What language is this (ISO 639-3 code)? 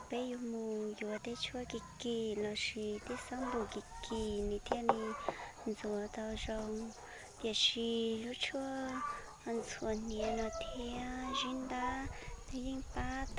hmn